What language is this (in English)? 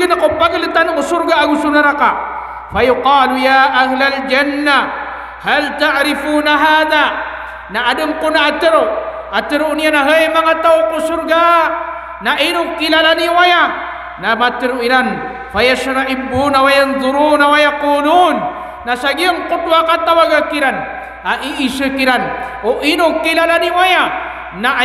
Maranao